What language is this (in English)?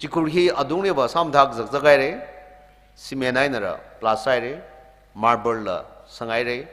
Tangkhul Naga (India)